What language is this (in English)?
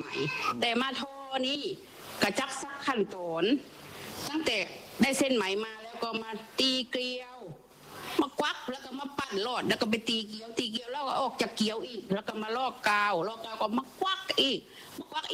Thai